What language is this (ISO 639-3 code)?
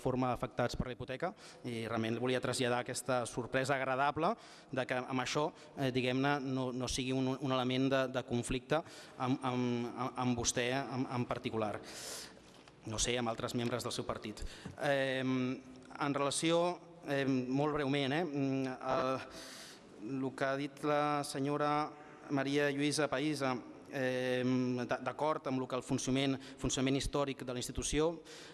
cat